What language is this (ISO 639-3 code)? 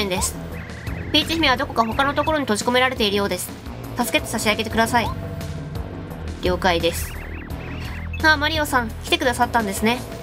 jpn